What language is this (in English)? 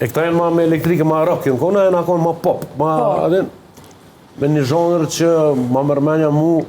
Albanian